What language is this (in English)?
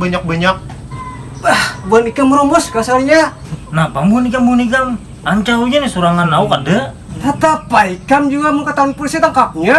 Banjar